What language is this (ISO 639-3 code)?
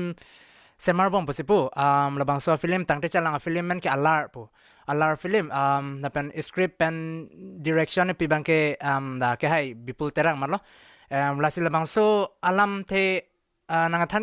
mjw